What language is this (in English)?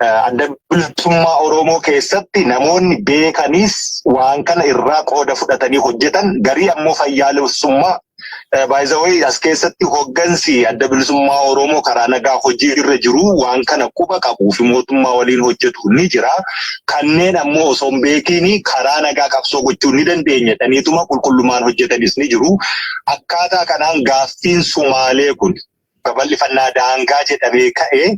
Oromo